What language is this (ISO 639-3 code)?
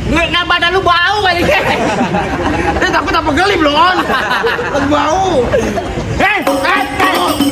bew